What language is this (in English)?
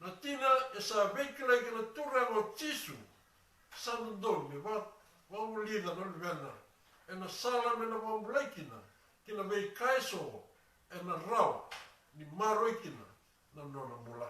Fijian